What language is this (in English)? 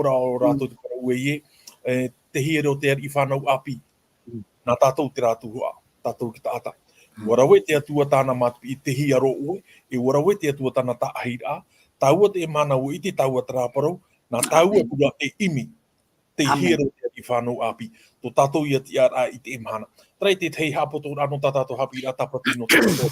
Tahitian